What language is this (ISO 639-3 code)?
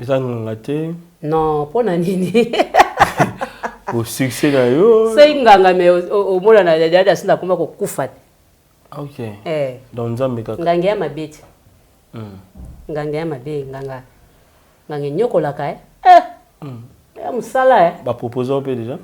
lin